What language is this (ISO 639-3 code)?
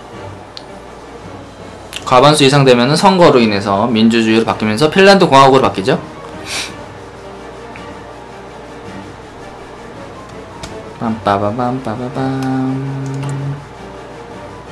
kor